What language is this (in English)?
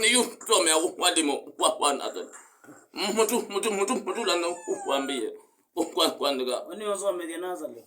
Kamba